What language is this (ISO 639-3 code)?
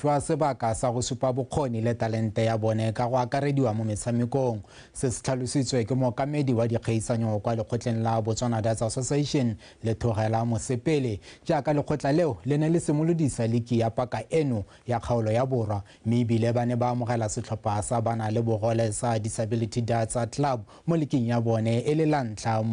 tsn